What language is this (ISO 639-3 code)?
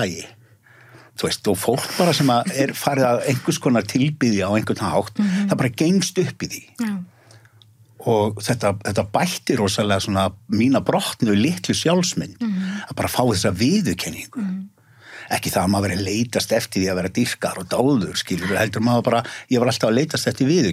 isl